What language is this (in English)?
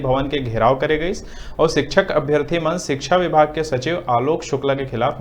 Chhattisgarhi